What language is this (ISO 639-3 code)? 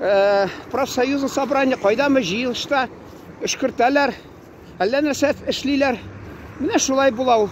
tat